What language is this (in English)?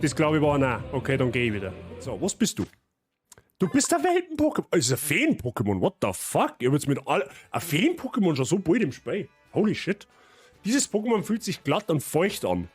Bavarian